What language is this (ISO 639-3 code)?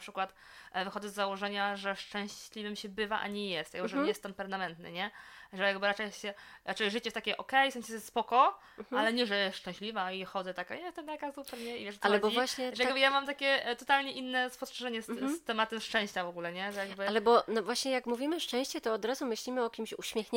pol